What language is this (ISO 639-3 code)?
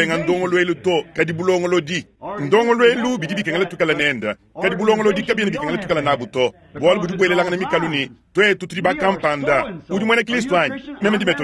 lua